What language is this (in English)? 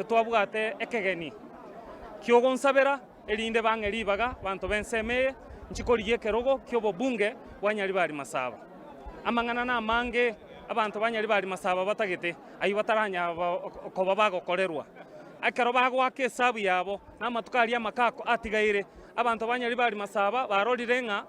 Gusii